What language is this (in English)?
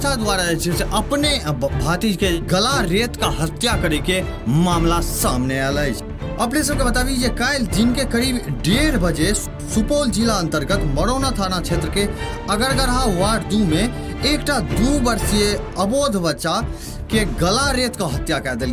Maithili